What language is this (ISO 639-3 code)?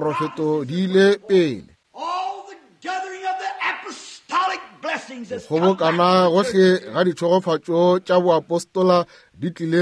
nso